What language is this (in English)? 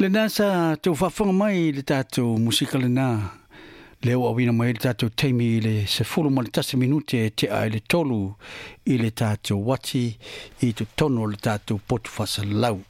Samoan